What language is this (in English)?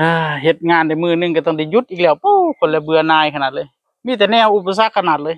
Northeastern Thai